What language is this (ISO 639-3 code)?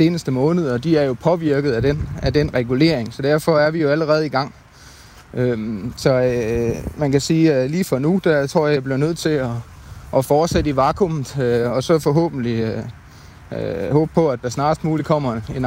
dan